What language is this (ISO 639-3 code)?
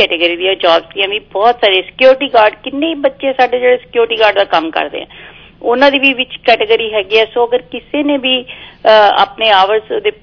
pan